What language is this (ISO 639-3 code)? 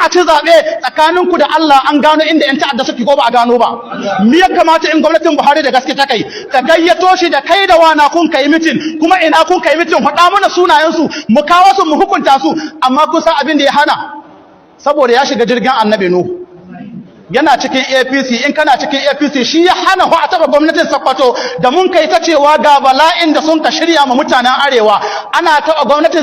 hau